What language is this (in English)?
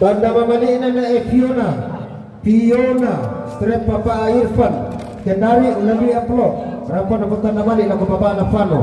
Toraja-Sa'dan